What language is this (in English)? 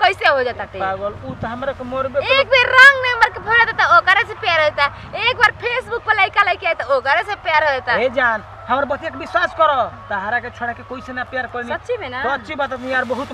Bhojpuri